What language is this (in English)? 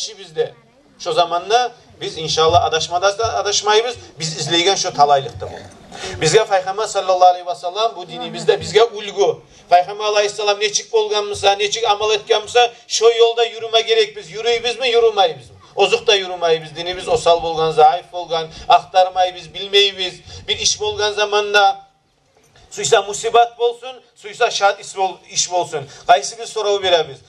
Kumyk